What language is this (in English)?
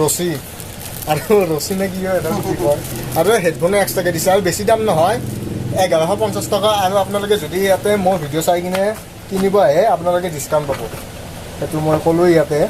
Assamese